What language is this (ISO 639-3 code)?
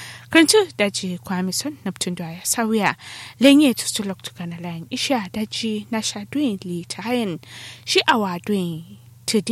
kau